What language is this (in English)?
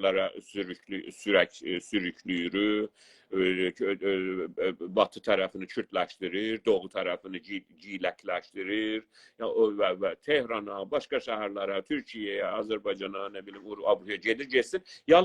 South Azerbaijani